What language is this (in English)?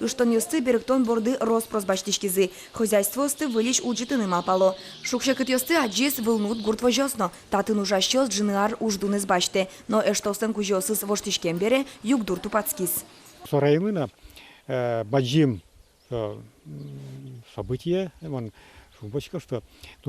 Udmurt